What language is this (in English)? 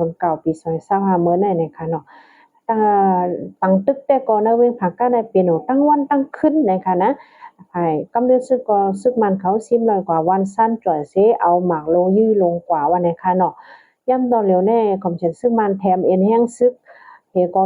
Shan